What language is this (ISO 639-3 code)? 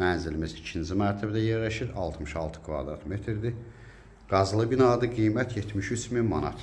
aze